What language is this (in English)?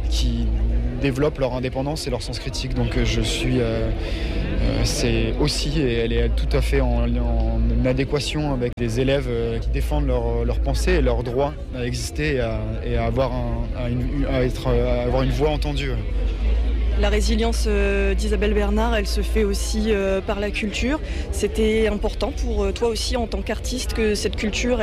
French